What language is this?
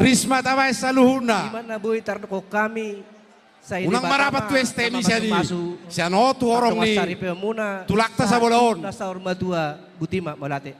Batak Toba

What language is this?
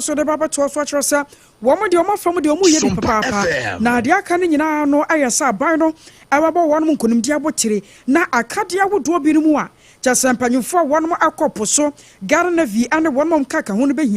Akan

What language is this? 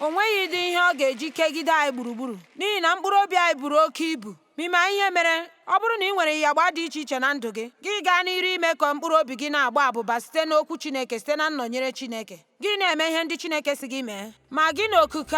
Igbo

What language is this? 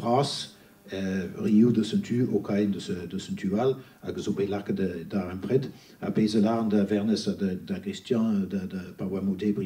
Breton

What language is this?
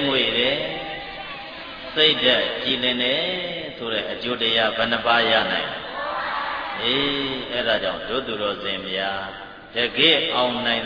Burmese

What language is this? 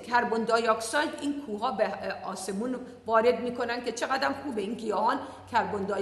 Persian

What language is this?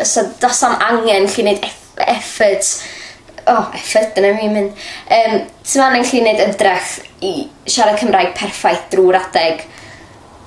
Welsh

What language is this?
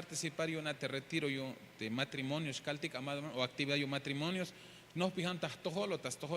Tzeltal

